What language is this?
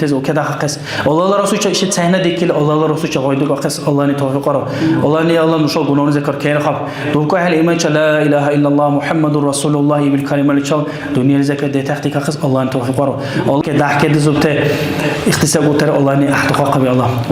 Dargwa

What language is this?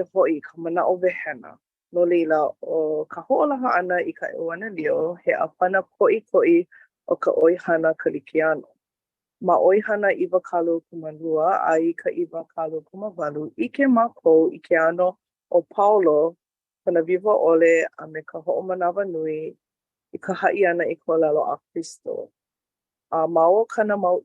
Hawaiian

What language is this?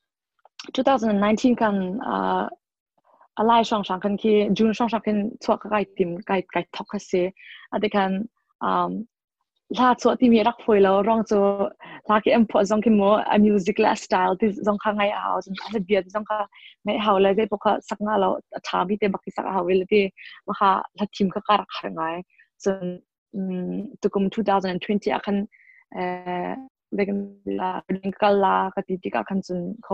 Hakha Chin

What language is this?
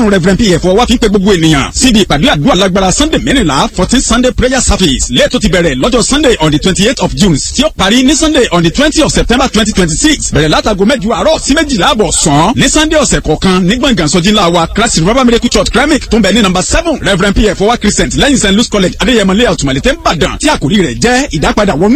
Yoruba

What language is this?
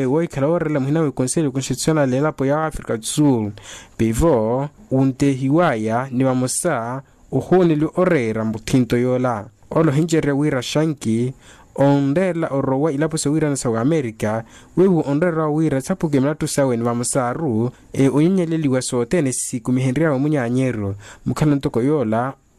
Makhuwa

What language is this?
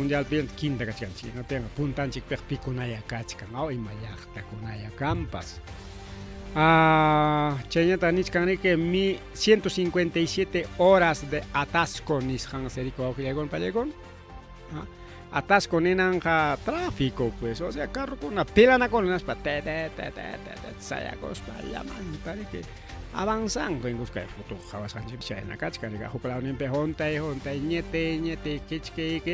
Ayacucho Quechua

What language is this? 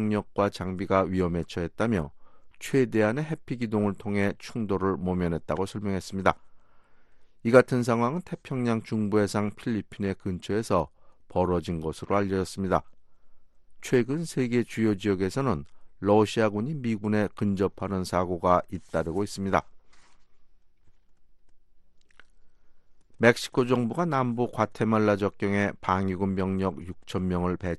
Korean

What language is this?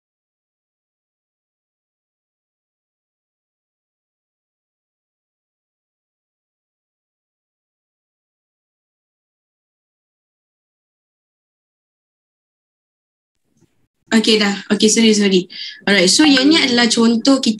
Malay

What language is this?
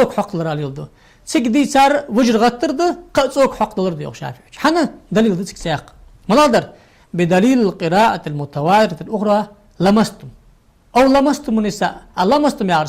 Ingush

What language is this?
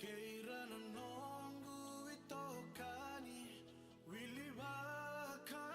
Fijian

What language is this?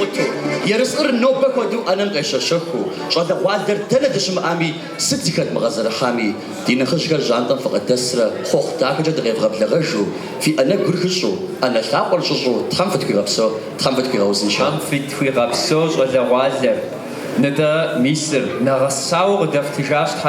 Kabardian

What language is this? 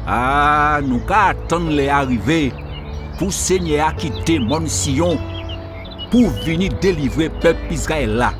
Guadeloupean Creole French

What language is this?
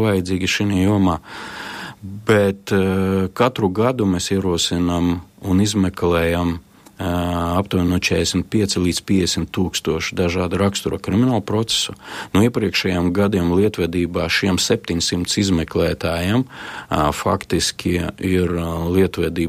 Latvian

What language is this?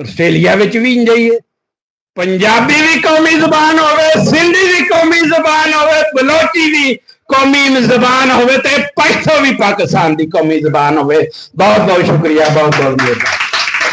Western Panjabi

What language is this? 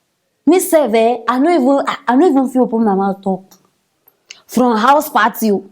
Nigerian Pidgin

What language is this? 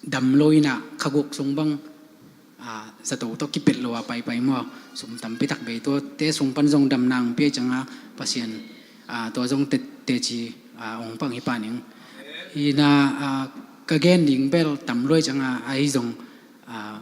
Tedim Chin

